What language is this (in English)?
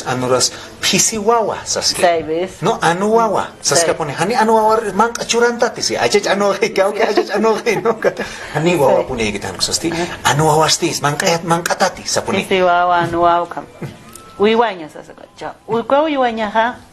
Aymara